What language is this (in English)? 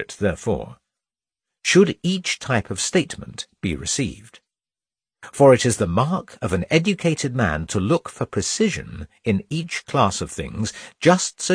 English